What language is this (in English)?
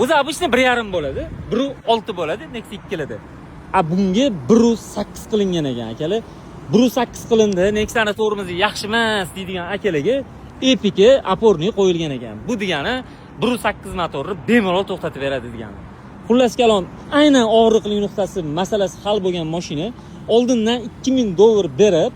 Uzbek